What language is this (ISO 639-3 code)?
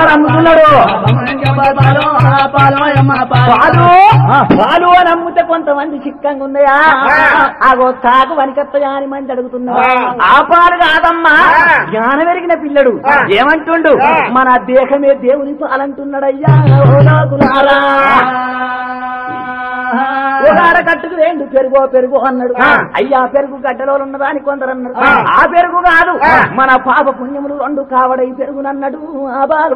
tel